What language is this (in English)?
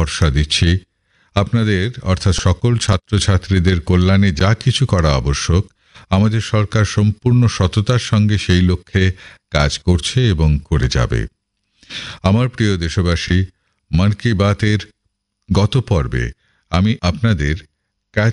Bangla